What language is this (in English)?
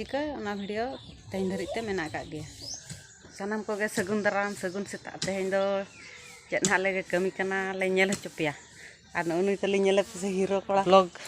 Santali